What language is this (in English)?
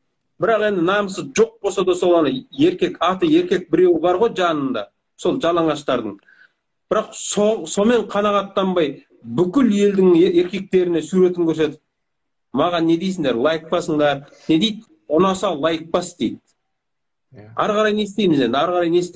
Kazakh